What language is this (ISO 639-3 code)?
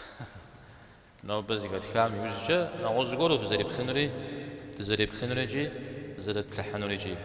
kbd